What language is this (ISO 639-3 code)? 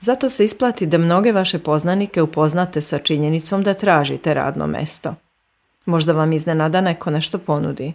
hrv